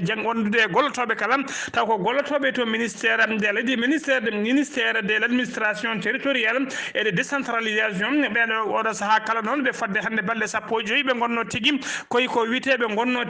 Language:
Fula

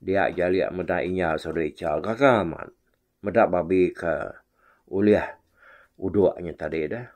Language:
Iban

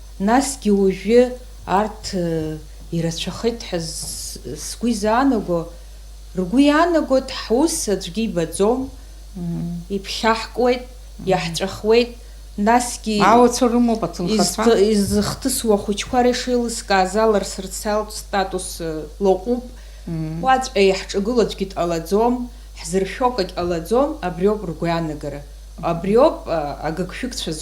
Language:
Abkhazian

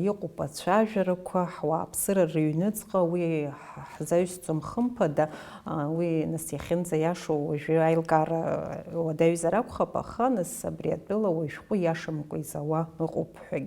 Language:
Abkhazian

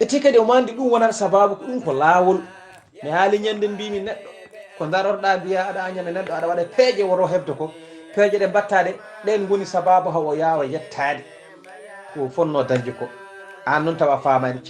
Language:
Fula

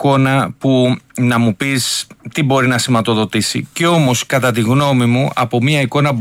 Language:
Greek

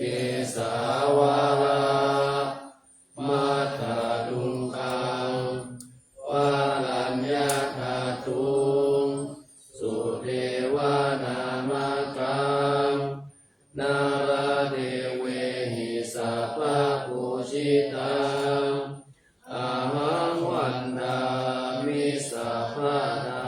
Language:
Pali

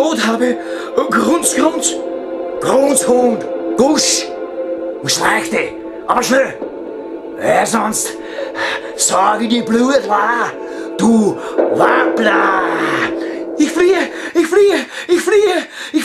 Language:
Bavarian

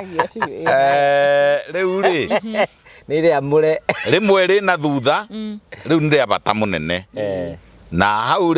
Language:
Kikuyu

